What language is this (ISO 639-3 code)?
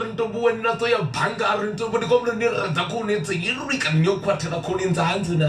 ven